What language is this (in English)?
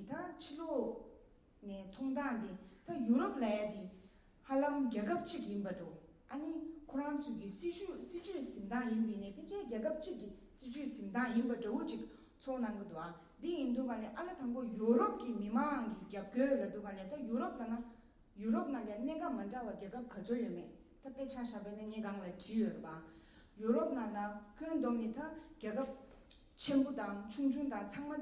Tibetan